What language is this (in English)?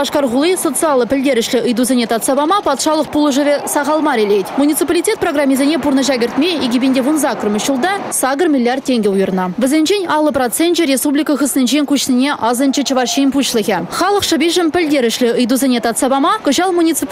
Chuvash